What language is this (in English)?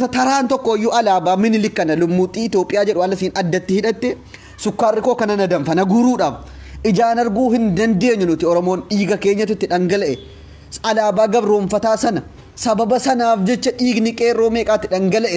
Oromo